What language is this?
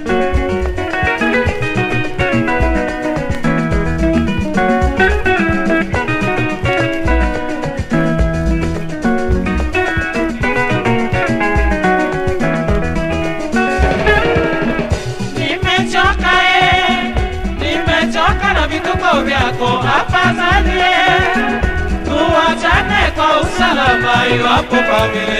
Swahili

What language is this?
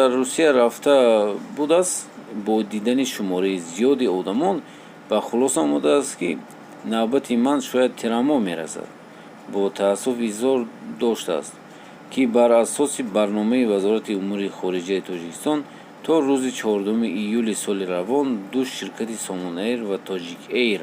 Tajik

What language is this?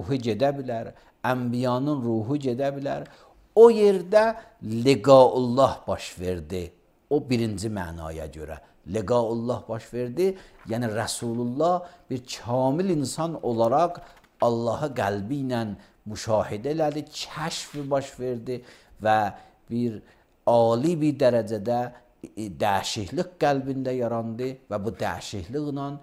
Azerbaijani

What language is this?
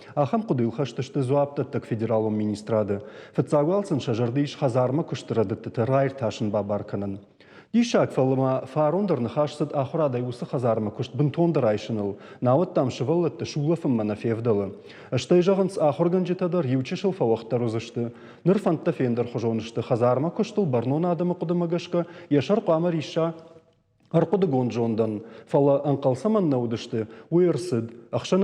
Ossetic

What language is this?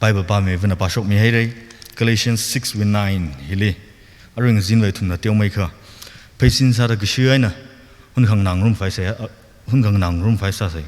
Tangkhul Naga (India)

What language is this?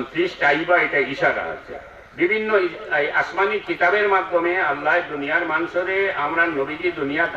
Sylheti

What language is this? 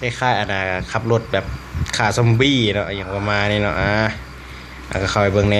Lao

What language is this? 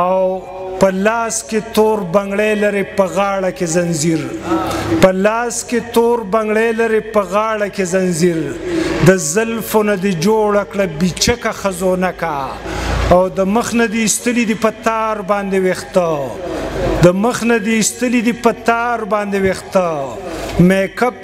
Pashto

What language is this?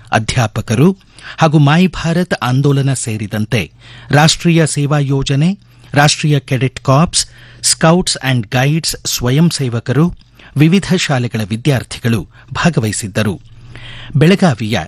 Kannada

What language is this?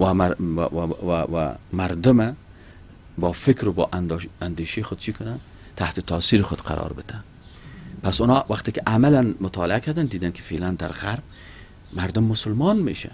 Persian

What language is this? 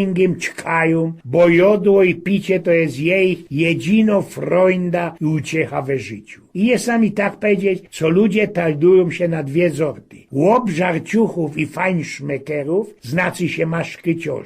Silesian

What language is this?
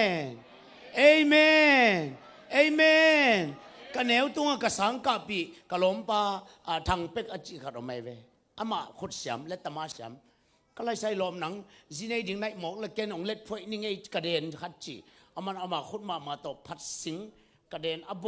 Tedim Chin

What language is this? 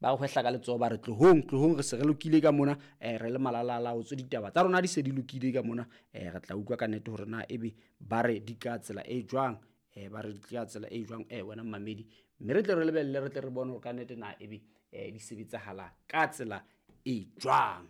Southern Sotho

